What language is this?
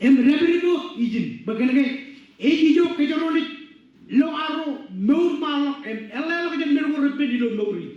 Marshallese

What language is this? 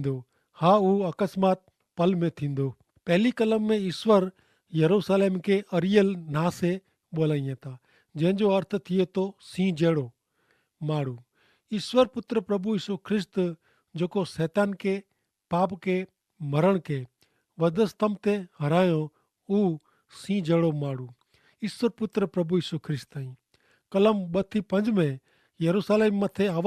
Kachhi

